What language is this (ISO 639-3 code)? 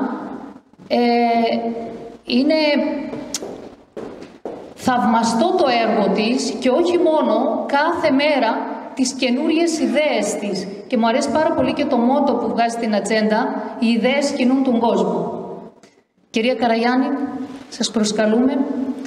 ell